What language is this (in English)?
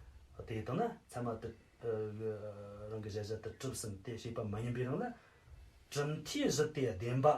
Tibetan